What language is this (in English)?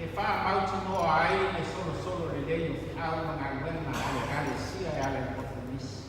Samoan